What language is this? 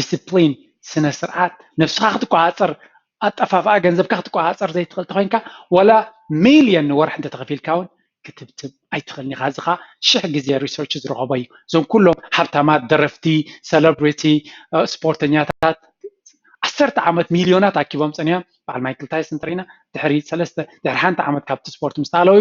Tigrinya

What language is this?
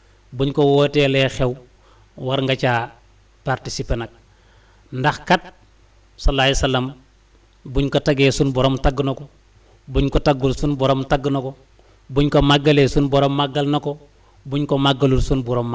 Wolof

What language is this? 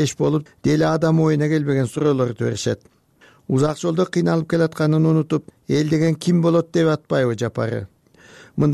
Kyrgyz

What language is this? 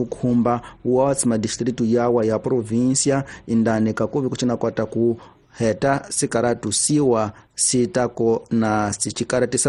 Tsonga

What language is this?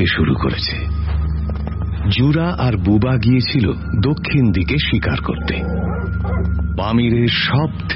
Bangla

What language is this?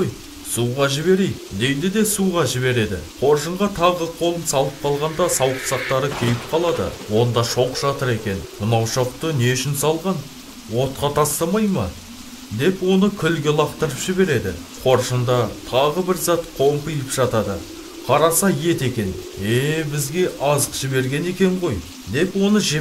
Kazakh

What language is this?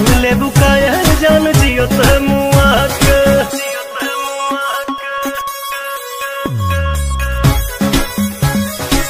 Bhojpuri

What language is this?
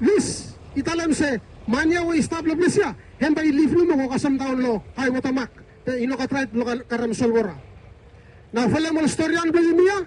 Bislama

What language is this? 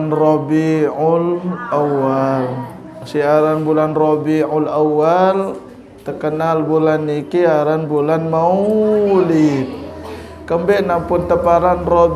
Sasak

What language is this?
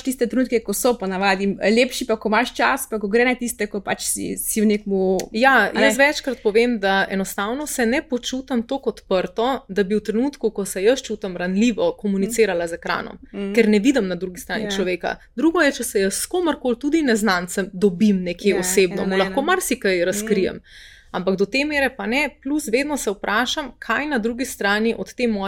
Slovenian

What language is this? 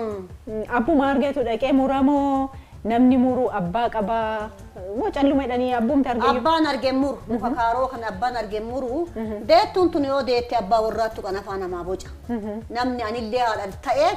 Oromo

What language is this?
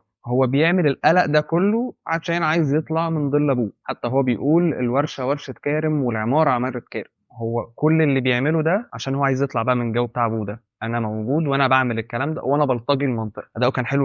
Egyptian Arabic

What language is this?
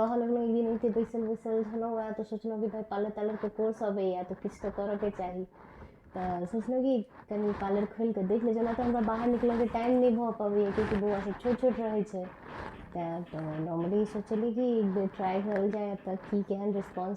Maithili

